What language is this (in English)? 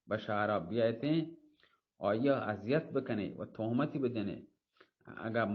Baluchi